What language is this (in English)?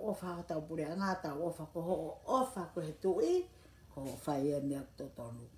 Tongan